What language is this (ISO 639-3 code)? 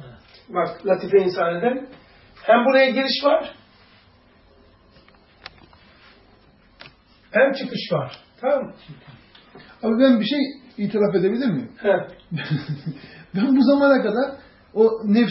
tur